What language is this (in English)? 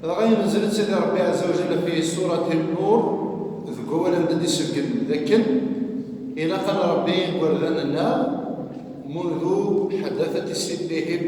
Kabyle